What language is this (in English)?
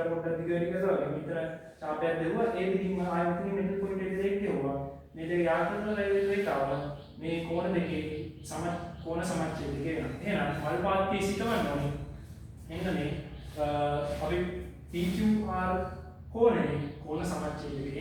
Sinhala